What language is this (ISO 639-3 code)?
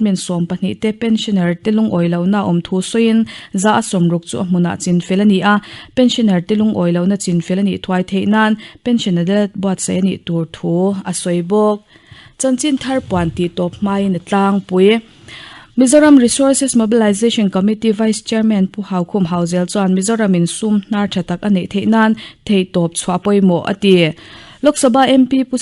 lus